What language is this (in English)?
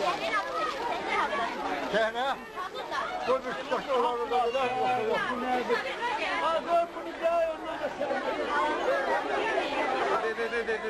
Turkish